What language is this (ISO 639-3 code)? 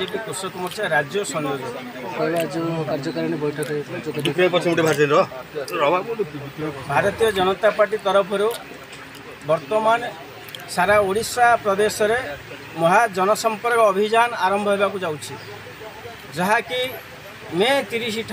ori